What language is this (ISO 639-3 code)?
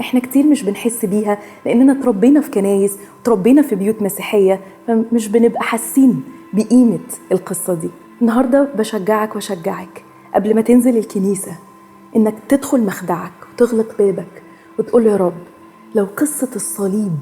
arz